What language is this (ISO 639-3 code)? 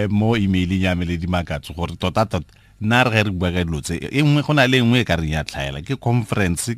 tsn